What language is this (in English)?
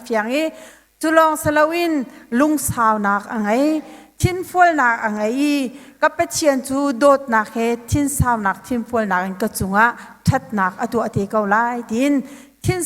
Hakha Chin